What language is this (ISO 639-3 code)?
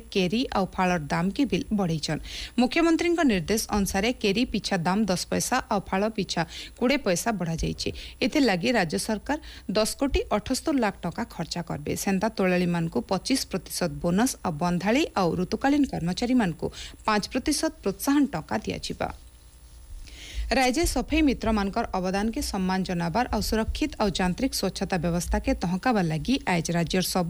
ori